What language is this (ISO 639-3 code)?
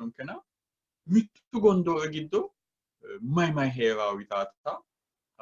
sid